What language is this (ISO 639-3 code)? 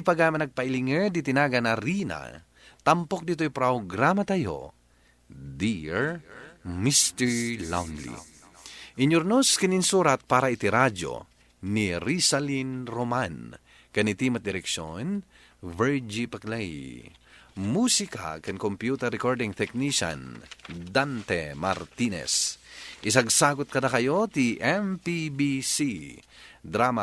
ilo